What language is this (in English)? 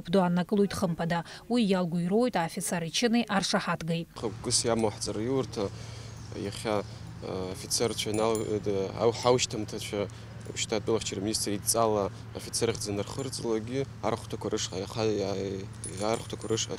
Abkhazian